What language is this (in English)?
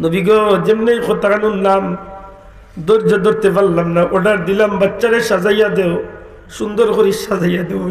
Sylheti